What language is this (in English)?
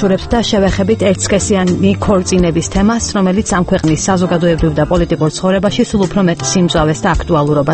Georgian